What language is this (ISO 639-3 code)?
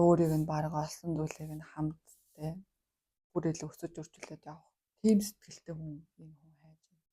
mon